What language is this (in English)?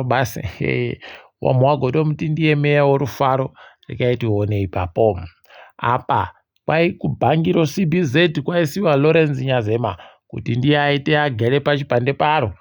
Ndau